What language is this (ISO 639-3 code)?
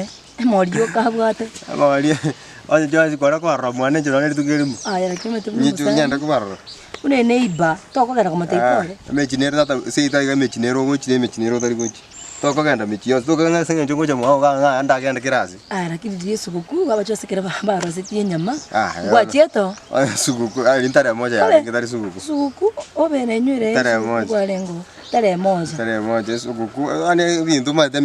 guz